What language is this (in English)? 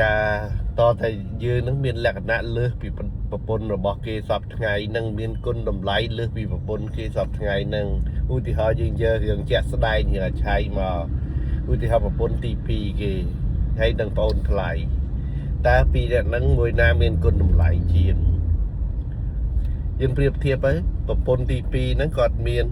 Khmer